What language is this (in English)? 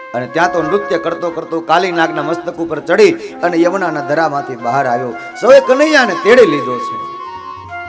Gujarati